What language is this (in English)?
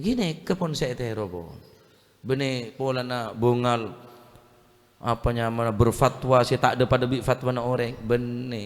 Madurese